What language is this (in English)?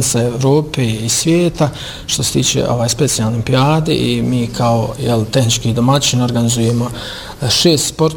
Bosnian